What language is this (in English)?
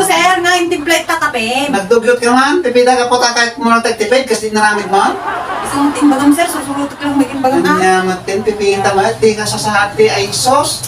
Iloko